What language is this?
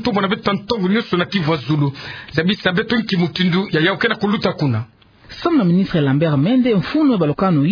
Kituba (Democratic Republic of Congo)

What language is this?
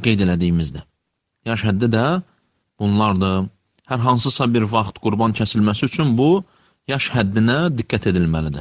Azerbaijani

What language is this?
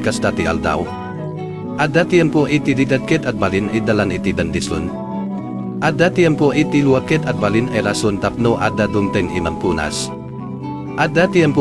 Iloko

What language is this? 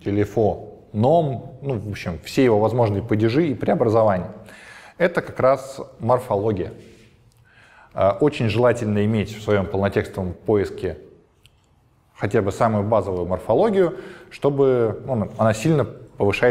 Russian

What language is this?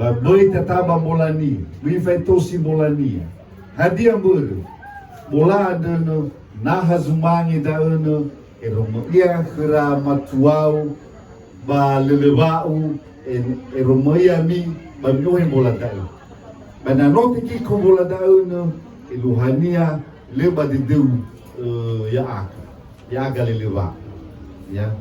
Nias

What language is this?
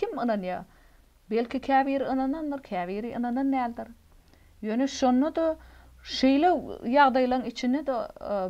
Turkmen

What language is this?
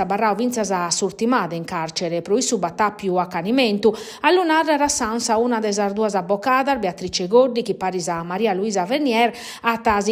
Sardinian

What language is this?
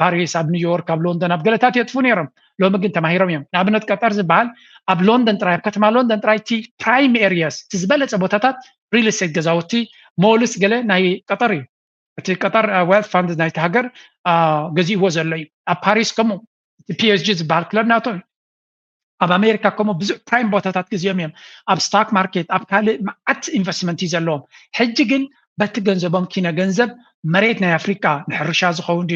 Tigrinya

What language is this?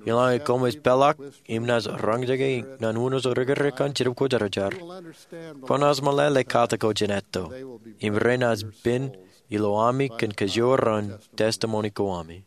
Marshallese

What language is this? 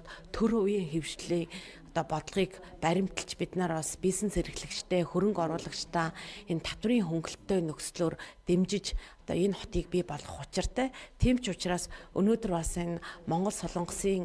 Mongolian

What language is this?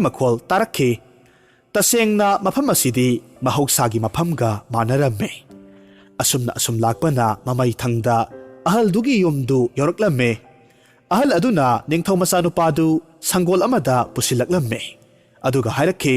Manipuri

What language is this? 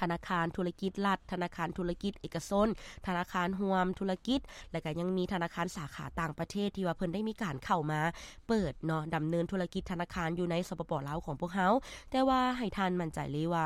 Lao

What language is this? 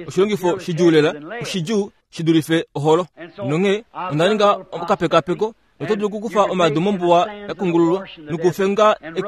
Kuanyama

